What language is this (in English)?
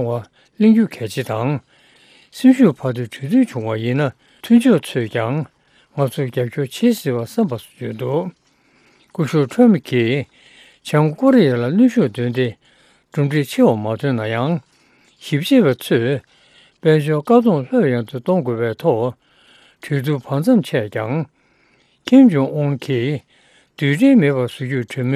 Tibetan